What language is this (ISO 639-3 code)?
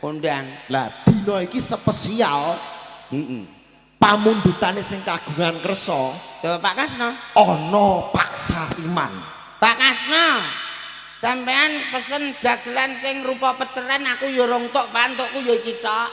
jav